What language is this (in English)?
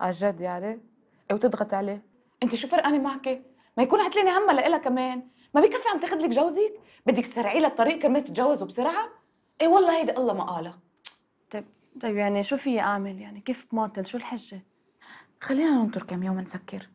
North Levantine Arabic